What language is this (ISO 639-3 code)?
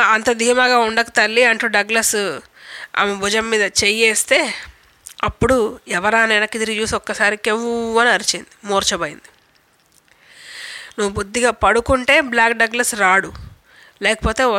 tel